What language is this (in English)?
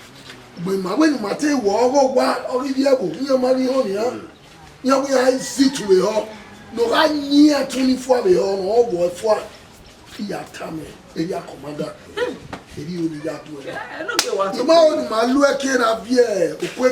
Bini